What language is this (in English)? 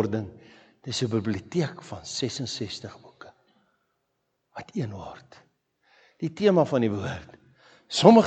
Afrikaans